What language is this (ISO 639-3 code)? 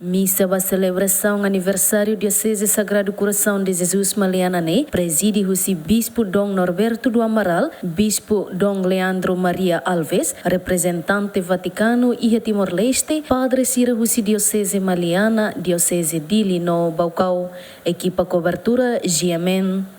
tet